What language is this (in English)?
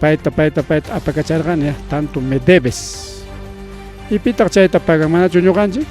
Ayacucho Quechua